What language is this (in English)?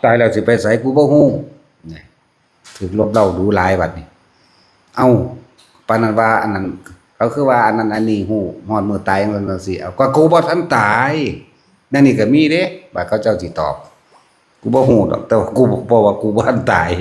Lao